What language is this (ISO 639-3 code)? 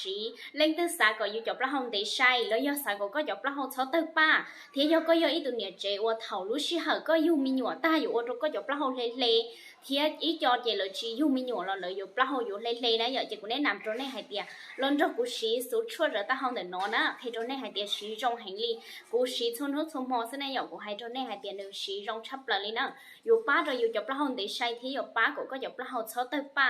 hmn